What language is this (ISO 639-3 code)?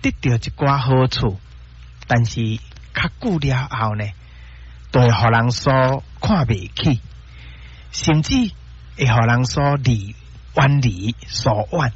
nan